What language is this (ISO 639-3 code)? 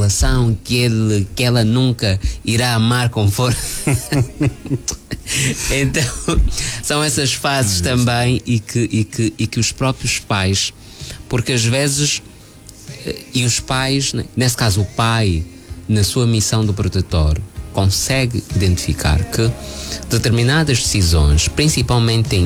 por